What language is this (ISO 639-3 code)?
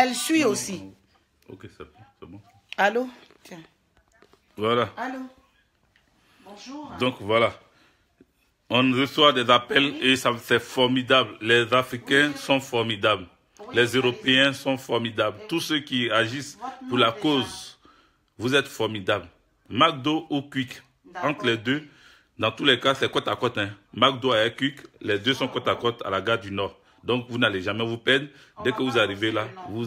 fra